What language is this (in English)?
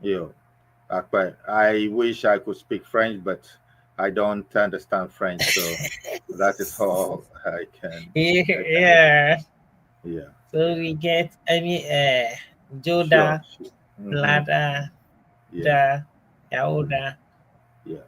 Ewe